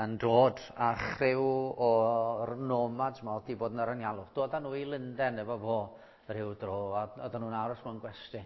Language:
Welsh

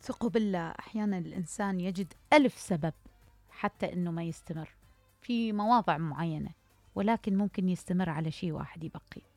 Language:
Mesopotamian Arabic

